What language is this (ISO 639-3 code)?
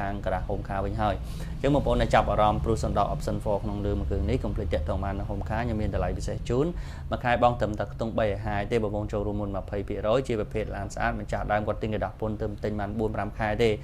khm